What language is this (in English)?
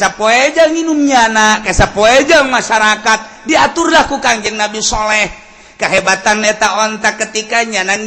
Sundanese